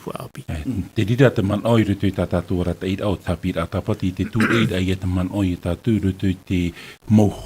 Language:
Tahitian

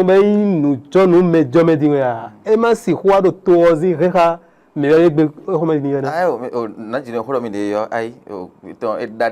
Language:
Fon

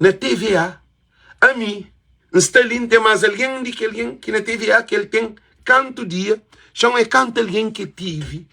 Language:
Kabuverdianu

